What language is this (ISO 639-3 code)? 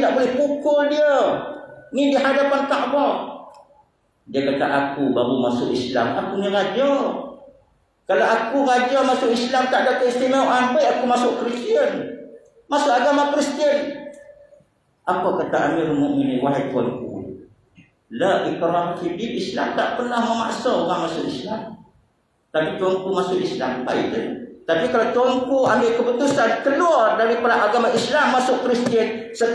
msa